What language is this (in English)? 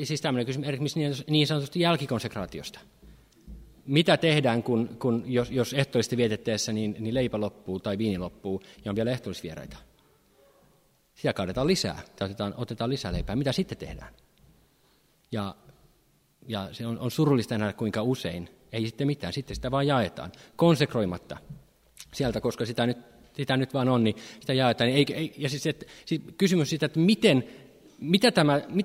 Finnish